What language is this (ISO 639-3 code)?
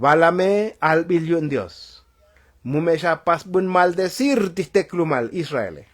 tzo